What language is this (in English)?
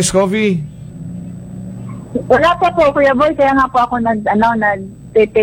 Filipino